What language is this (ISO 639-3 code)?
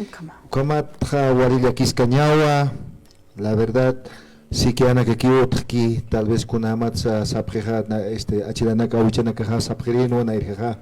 aym